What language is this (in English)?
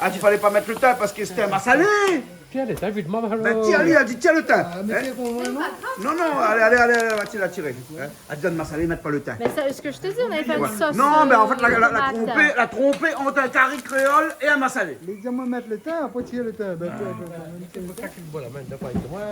Réunion Creole French